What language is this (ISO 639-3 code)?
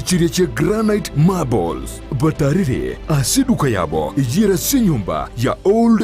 guz